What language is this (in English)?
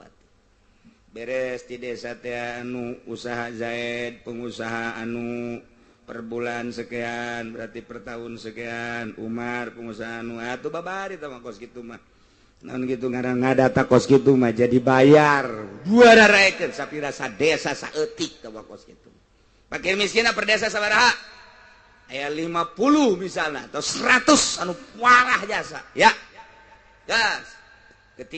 Sundanese